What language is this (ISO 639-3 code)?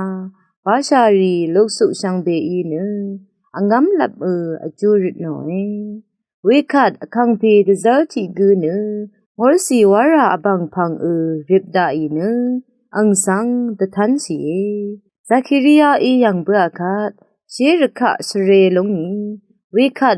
raw